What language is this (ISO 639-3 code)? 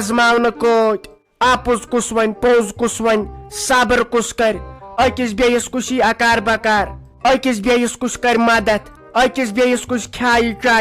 kas